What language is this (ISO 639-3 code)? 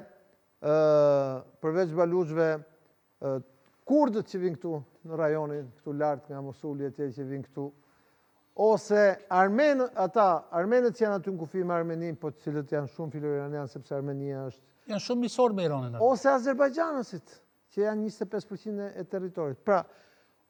sqi